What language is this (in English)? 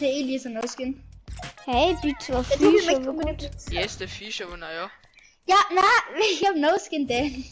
Bavarian